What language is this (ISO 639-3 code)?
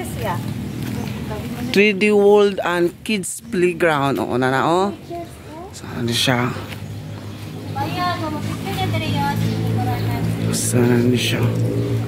ceb